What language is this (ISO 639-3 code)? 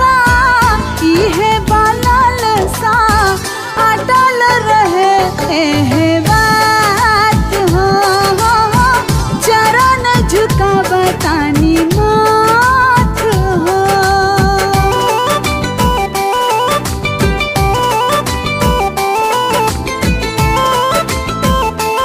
bho